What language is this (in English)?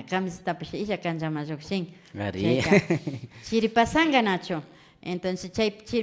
Imbabura Highland Quichua